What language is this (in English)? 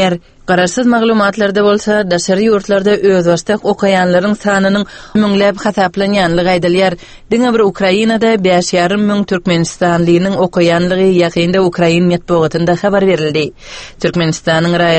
Turkmen